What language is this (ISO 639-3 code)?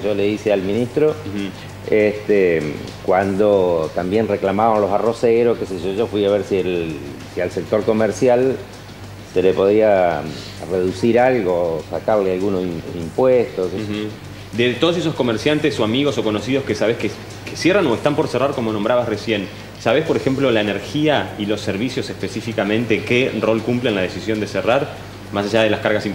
spa